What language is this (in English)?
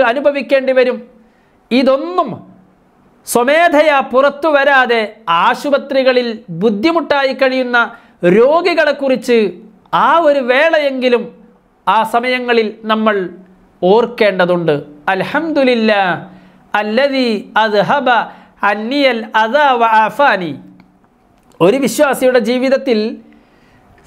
Malayalam